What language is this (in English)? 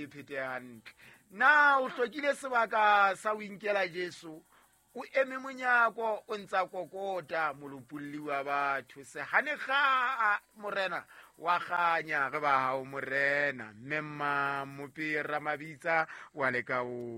Southern Sotho